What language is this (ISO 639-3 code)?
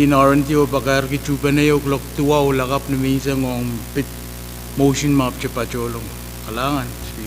pon